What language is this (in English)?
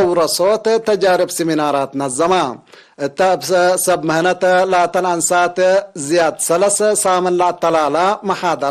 Tigre